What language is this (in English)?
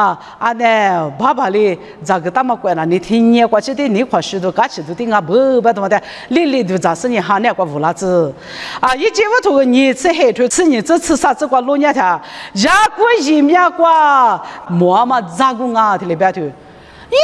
Lisu